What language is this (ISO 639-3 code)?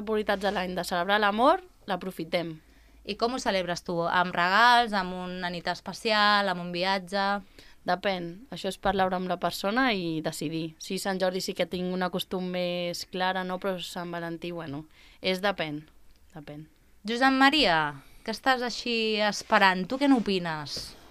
cat